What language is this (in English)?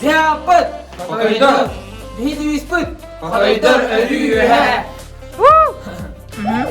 Yakut